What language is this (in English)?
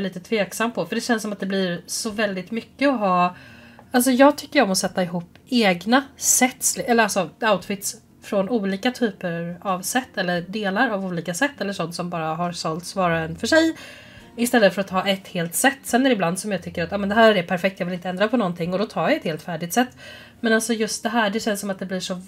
Swedish